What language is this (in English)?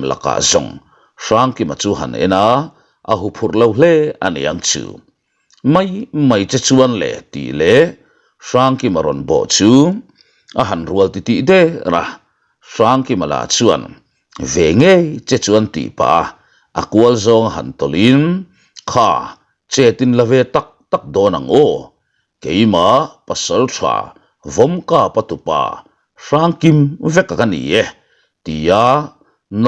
Mizo